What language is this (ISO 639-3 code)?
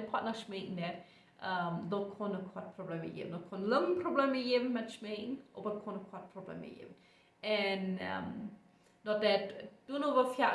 pdt